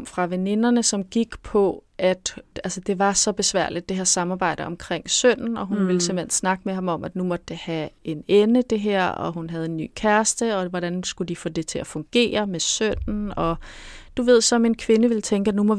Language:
Danish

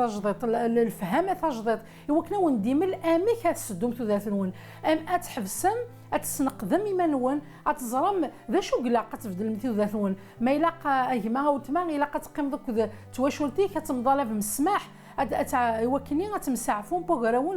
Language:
Kabyle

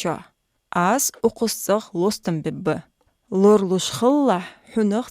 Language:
Ingush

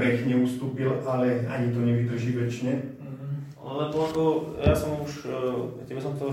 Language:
Slovak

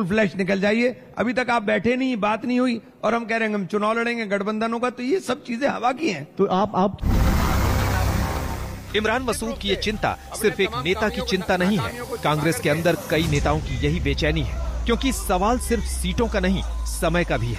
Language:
Hindi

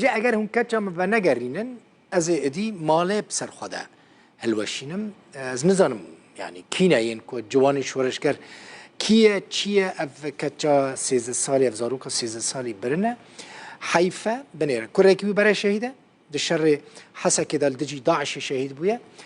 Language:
Kurdish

